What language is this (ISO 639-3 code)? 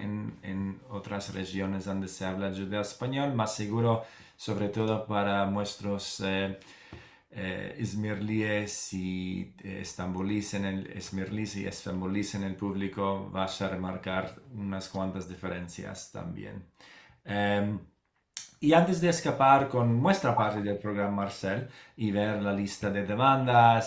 lad